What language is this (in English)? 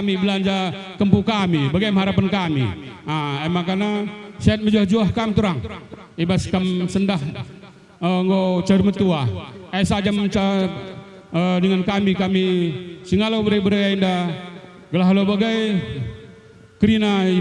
Batak Karo